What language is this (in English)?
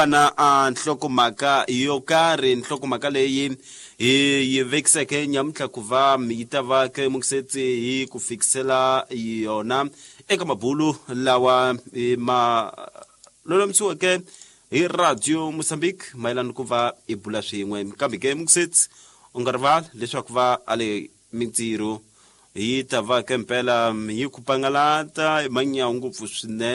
Tsonga